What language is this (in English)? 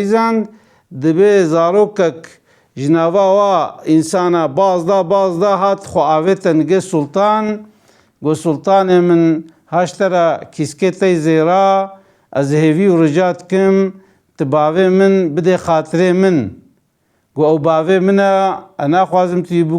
Kurdish